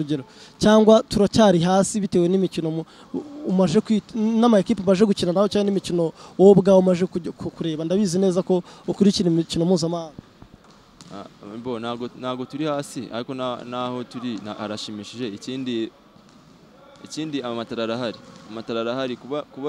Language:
Kinyarwanda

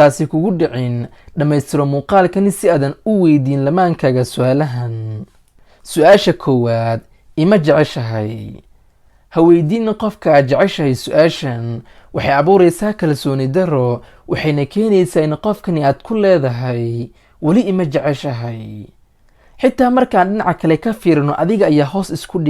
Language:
Somali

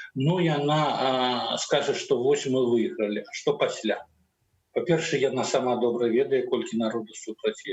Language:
Belarusian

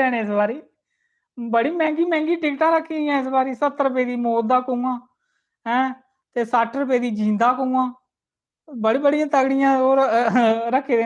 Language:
Dogri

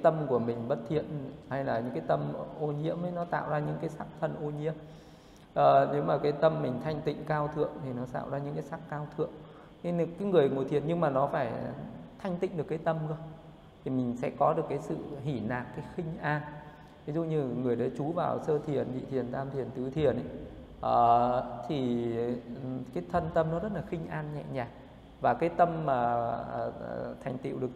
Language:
Vietnamese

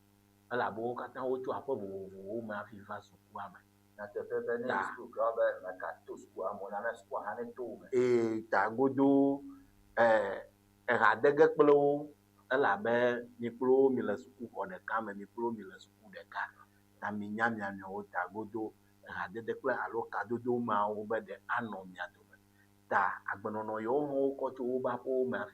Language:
Ewe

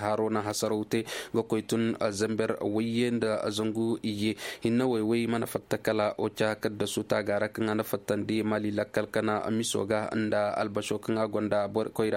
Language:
Koyraboro Senni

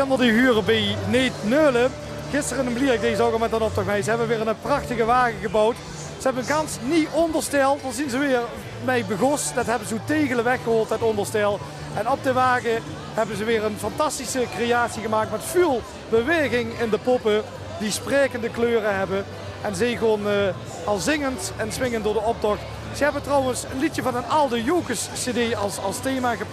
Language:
Limburgish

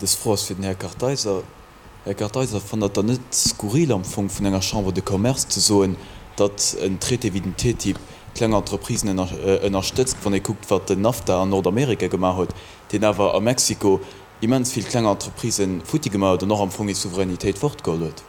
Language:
Luxembourgish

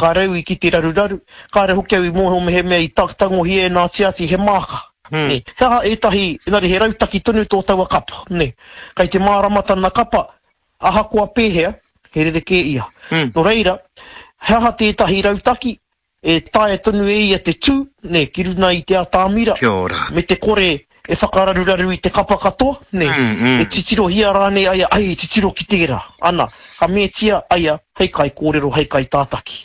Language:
Māori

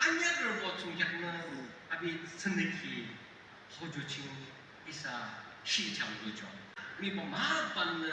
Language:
Yimchungru Naga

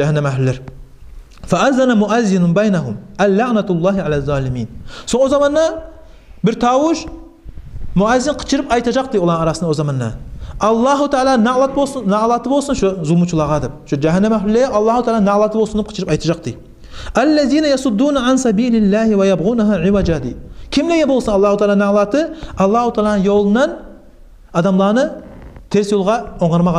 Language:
Kumyk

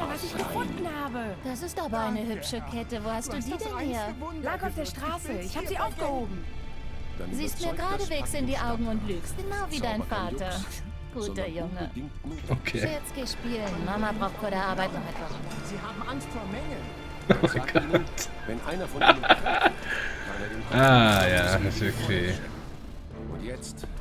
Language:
Swiss German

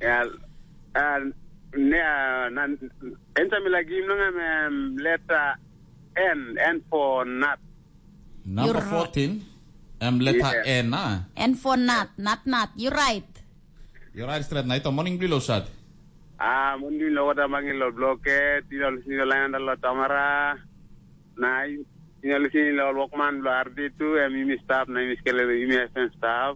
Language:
Tok Pisin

